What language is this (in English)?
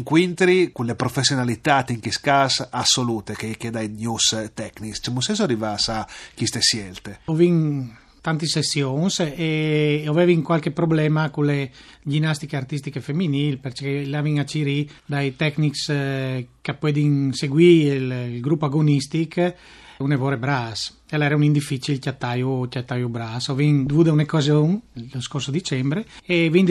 Friulian